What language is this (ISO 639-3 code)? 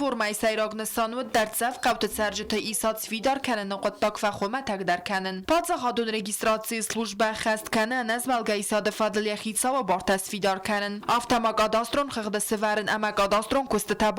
oss